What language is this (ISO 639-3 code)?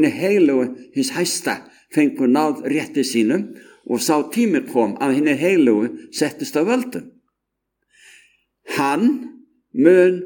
isl